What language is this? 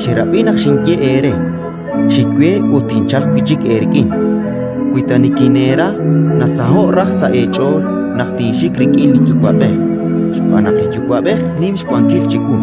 Kekchí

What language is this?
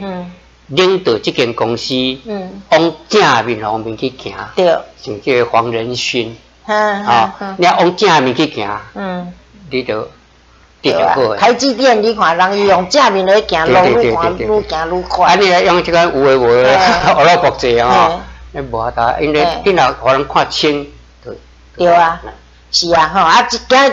Min Nan Chinese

